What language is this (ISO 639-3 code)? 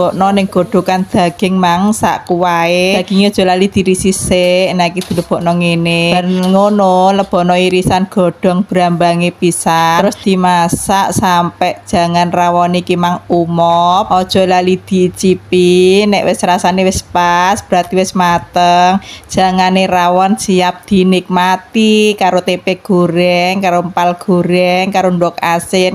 jav